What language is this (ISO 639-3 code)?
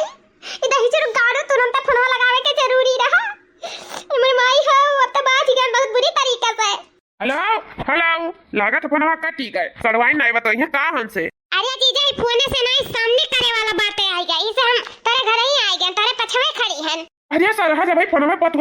awa